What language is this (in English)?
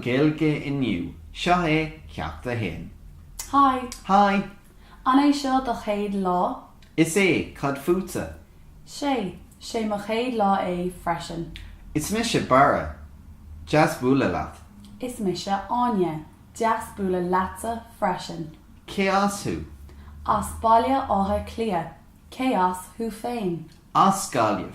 Irish